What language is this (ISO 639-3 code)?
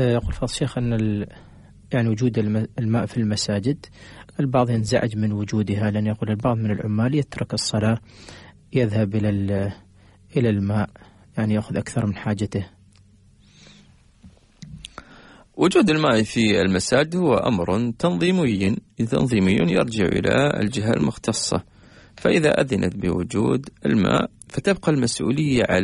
ara